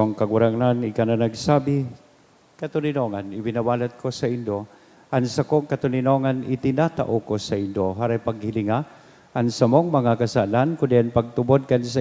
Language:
Bikol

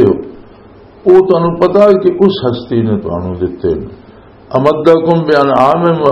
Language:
Western Panjabi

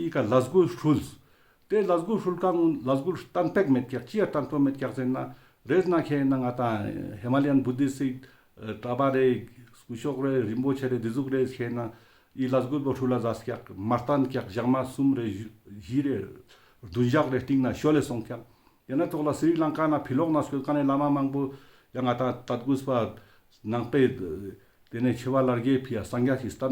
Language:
Ladakhi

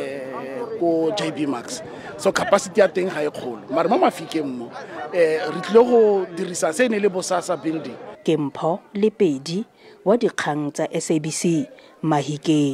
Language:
Tswana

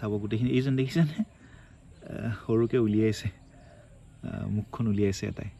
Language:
Assamese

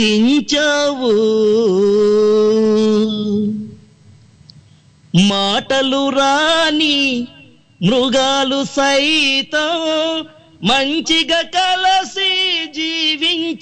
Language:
Telugu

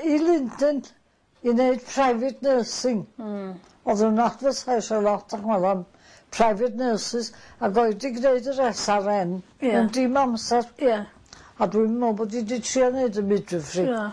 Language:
Welsh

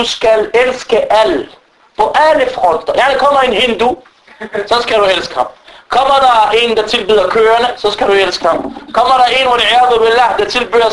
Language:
Danish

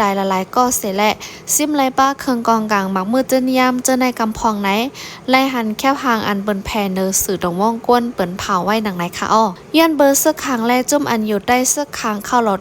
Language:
Shan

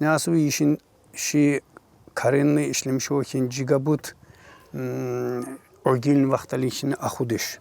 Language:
Tsakhur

